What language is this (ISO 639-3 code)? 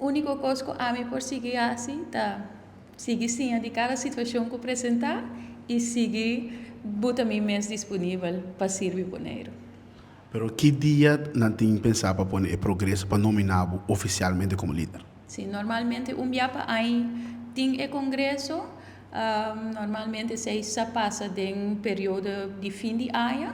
pap